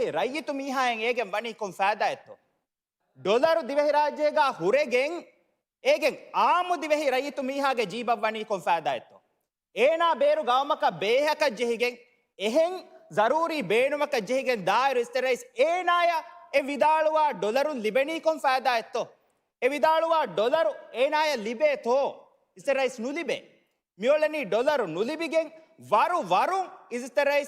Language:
Divehi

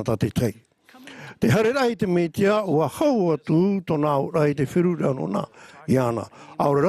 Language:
Tahitian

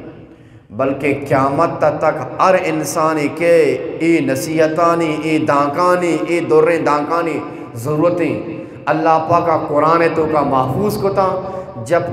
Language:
Eastern Balochi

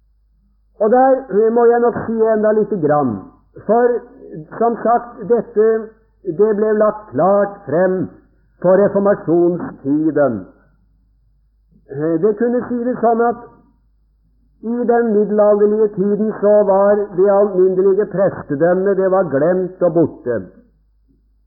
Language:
Norwegian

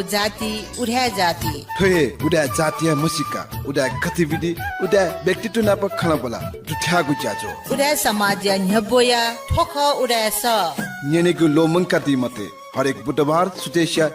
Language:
Newari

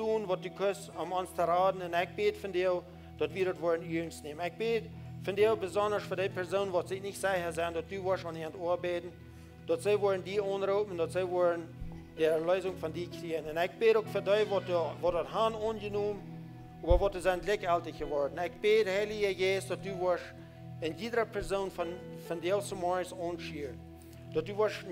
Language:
Plautdietsch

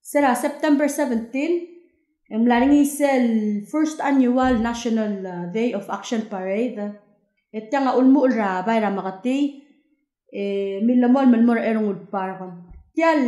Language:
Palauan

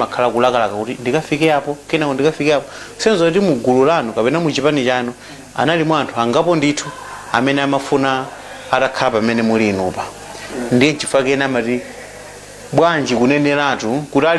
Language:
Nyanja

